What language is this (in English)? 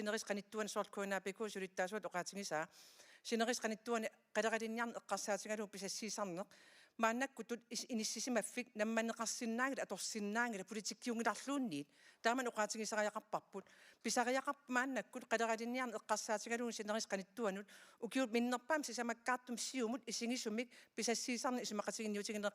Kalaallisut